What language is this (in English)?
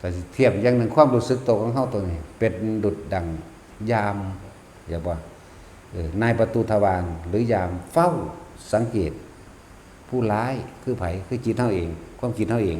Northeastern Thai